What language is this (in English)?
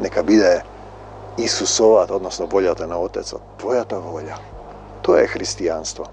Macedonian